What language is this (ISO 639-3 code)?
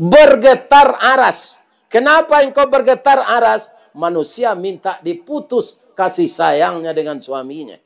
min